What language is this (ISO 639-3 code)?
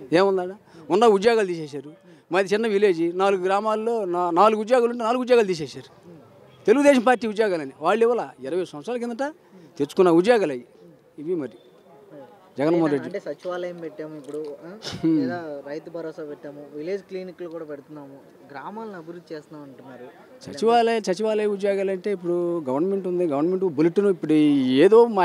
tel